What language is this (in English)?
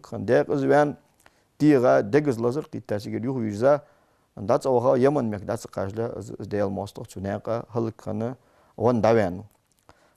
Ingush